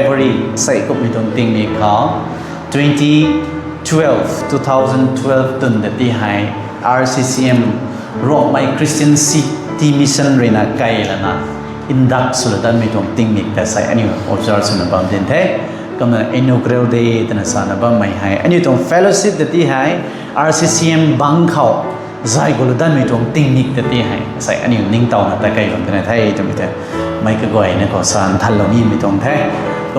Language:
Rongmei Naga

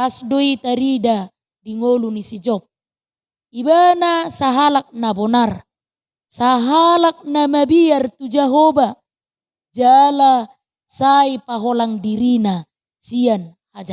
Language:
Batak Toba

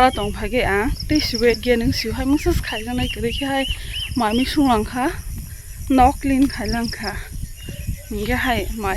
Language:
Kok Borok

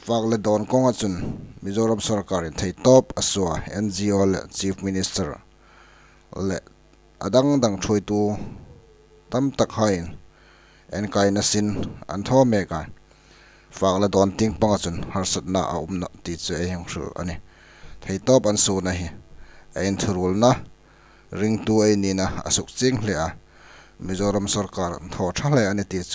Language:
Hmar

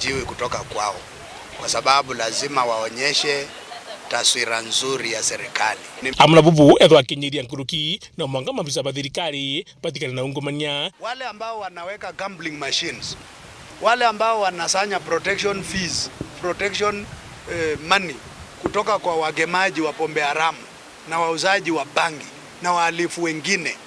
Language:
Meru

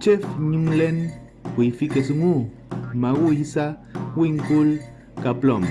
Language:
Mapuche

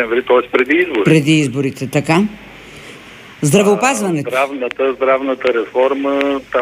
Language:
Bulgarian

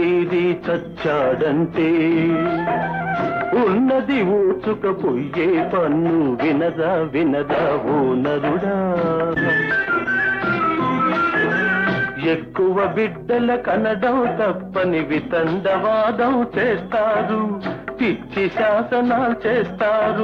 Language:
Telugu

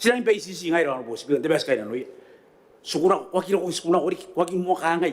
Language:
Gilbertese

